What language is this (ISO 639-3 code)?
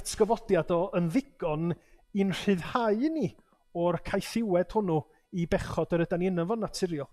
cym